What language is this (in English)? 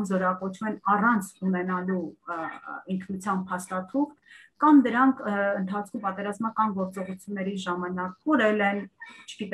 Armenian